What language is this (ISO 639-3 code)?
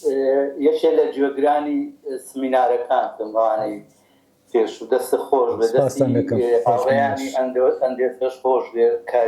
ckb